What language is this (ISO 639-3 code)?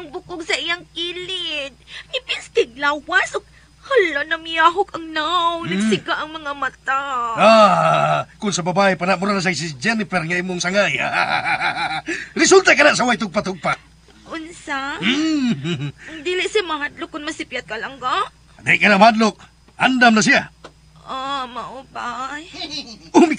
ceb